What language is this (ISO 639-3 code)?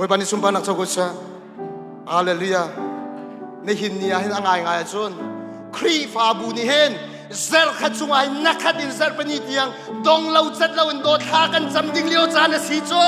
cnh